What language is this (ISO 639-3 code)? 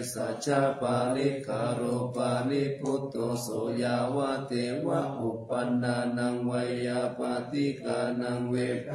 pli